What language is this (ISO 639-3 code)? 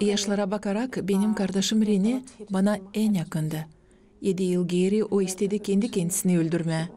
gag